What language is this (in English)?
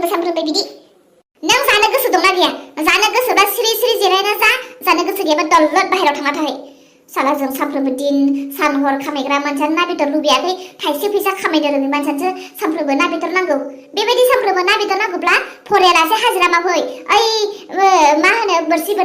Bodo